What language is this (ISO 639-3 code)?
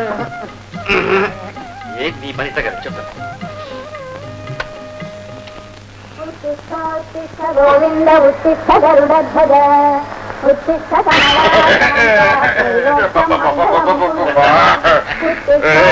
tel